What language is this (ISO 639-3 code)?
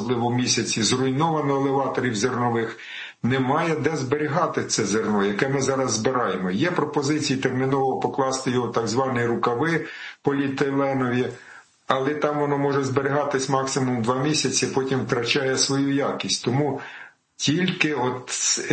ukr